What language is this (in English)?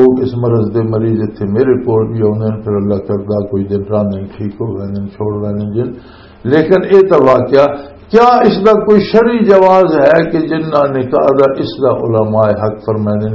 Western Panjabi